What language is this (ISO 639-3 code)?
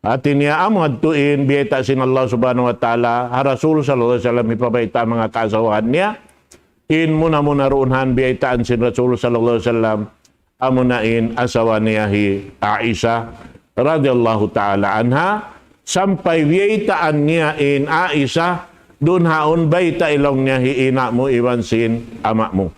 tsg